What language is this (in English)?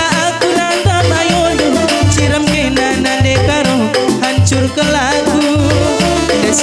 Batak Karo